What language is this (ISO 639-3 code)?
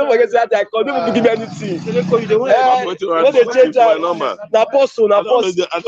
pcm